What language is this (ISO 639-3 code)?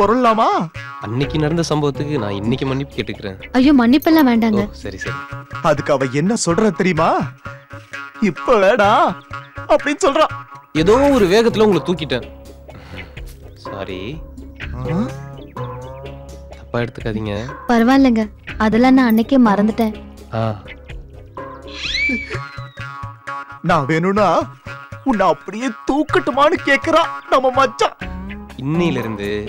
tam